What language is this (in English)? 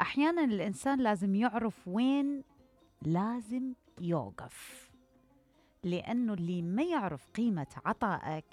Mesopotamian Arabic